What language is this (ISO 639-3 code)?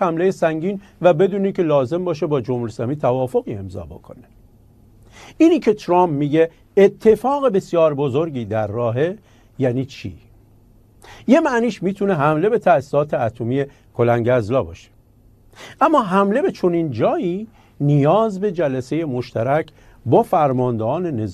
fas